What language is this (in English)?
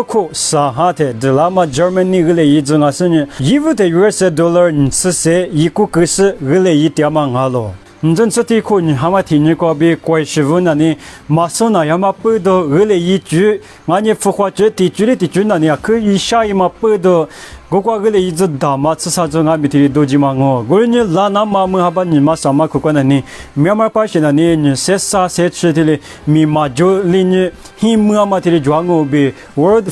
Lisu